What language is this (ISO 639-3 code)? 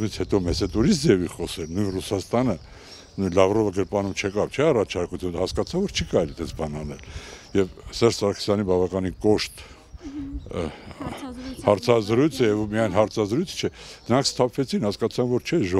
hye